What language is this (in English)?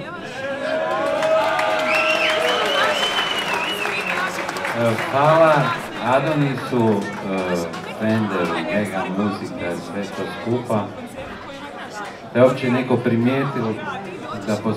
Croatian